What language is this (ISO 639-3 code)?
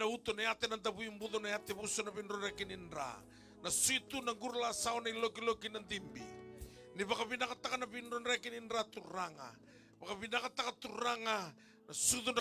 fij